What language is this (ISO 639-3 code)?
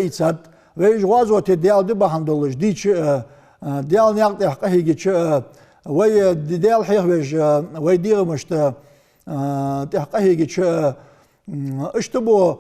inh